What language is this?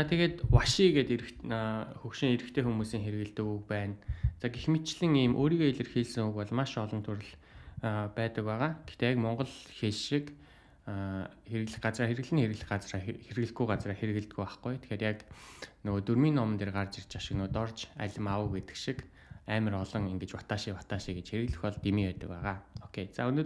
Mongolian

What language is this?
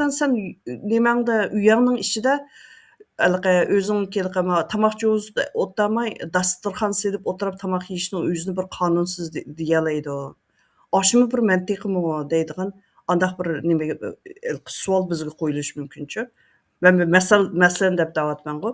Uyghur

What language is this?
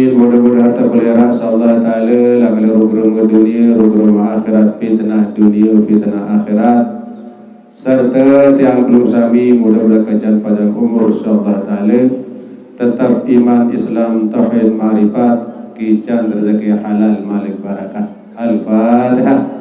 Sasak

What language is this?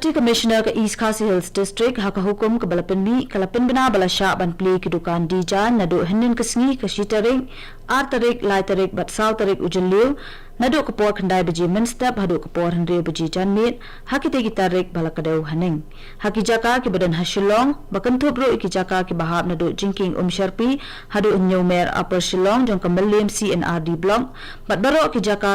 Khasi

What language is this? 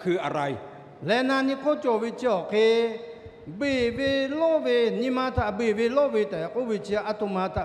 Lahu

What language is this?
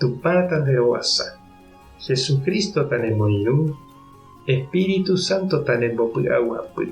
Guarani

